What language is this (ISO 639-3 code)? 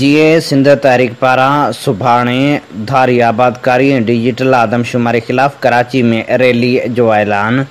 snd